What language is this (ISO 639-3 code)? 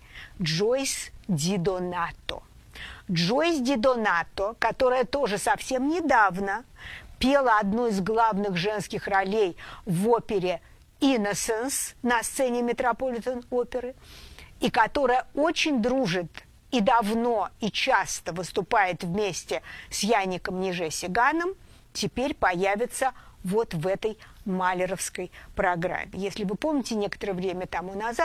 rus